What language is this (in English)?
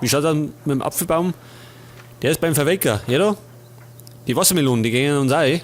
Bavarian